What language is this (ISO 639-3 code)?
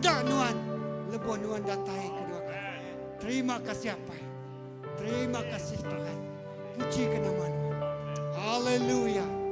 iba